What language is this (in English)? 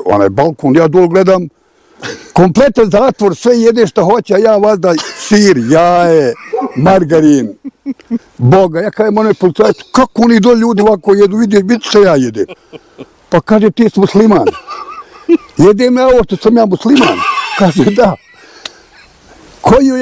Bosnian